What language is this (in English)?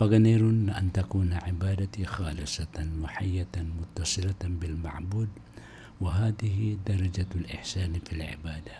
Maranao